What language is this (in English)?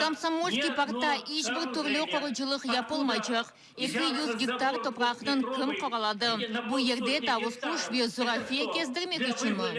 Crimean Tatar